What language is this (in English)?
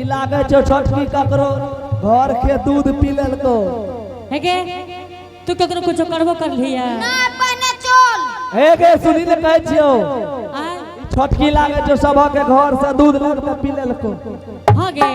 Angika